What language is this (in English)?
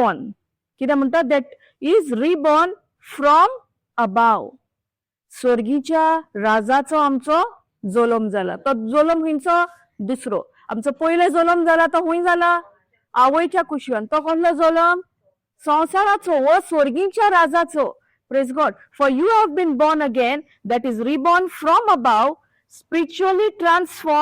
Konkani